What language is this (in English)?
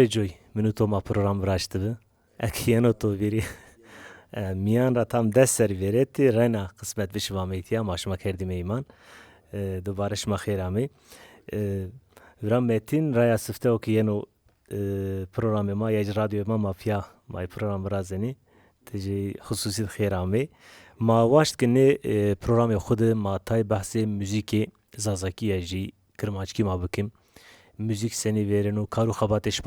Zaza